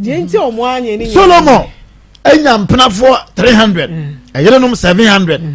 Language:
Akan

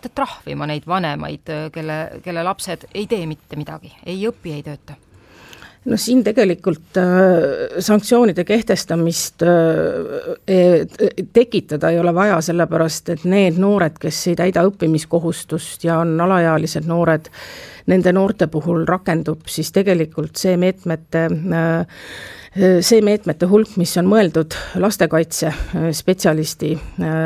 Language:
Estonian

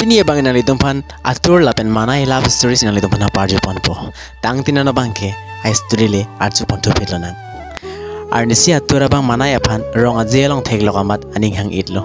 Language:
Karbi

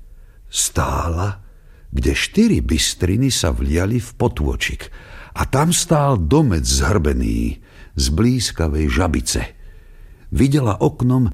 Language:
Slovak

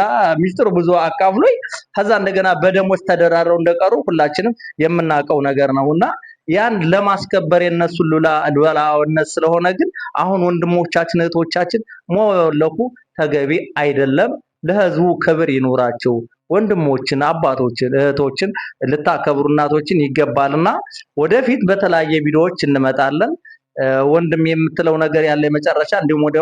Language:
Amharic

